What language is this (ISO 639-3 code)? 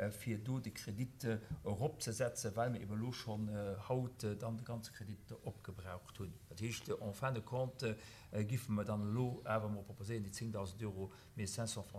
ltz